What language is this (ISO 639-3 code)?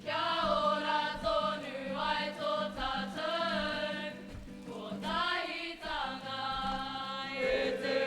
mri